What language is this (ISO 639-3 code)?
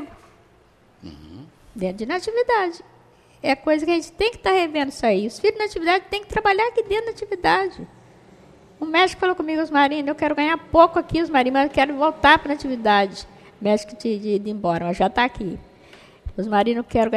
por